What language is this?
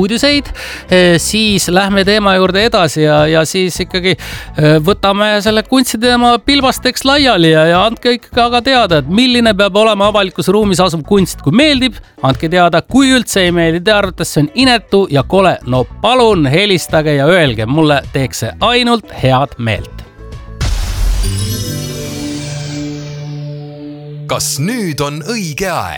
Estonian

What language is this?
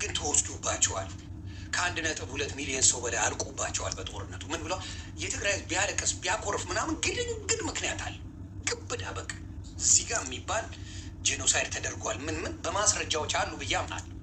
Amharic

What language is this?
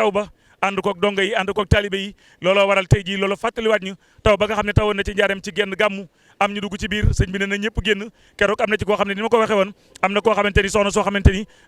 Wolof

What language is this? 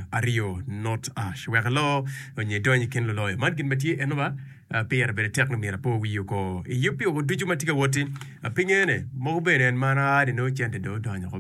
Acoli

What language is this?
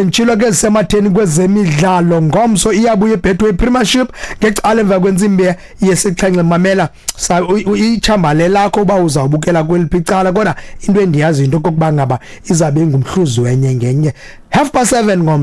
Xhosa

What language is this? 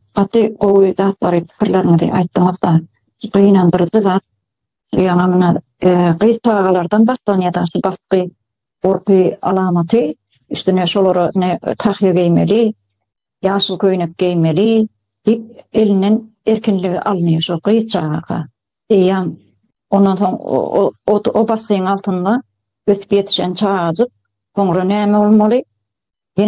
Turkmen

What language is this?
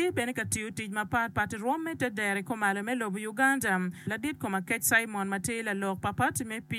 Acoli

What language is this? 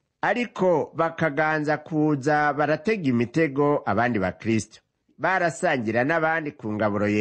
Rundi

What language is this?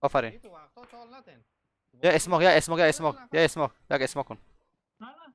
Persian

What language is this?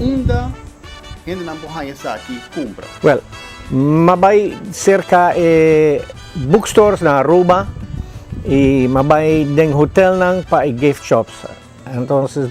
Papiamento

